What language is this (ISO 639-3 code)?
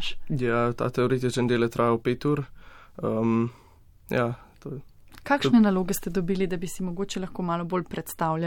slv